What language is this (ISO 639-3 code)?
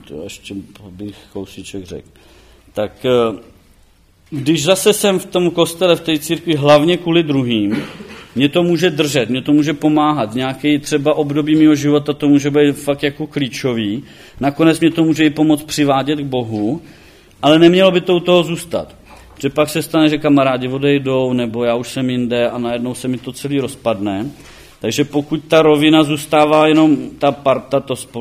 ces